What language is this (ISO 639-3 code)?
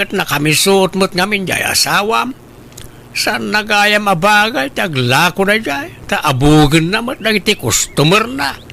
ilo